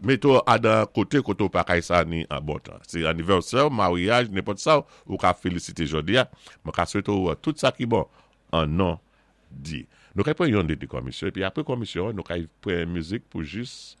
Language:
Saint Lucian Creole French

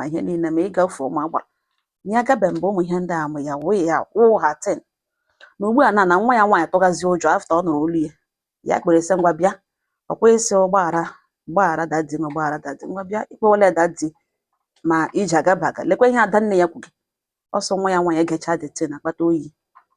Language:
Igbo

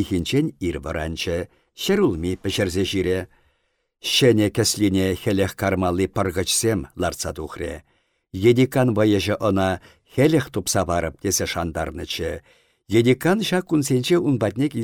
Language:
Chuvash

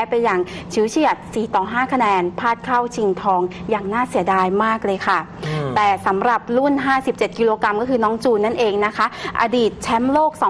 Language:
Thai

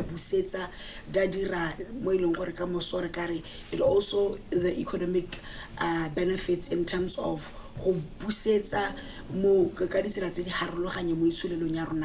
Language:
Tswana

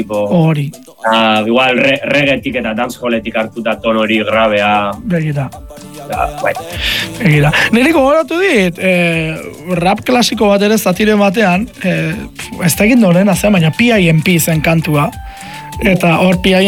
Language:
Basque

